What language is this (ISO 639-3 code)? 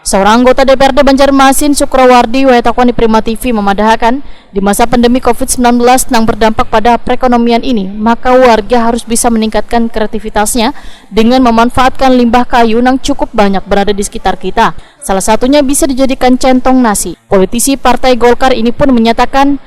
bjn